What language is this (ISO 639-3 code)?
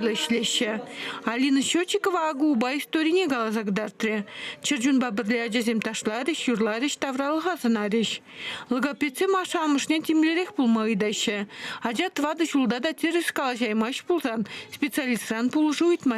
chv